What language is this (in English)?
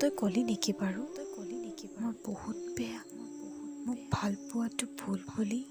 Assamese